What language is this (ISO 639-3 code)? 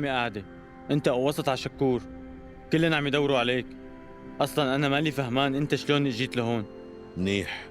apc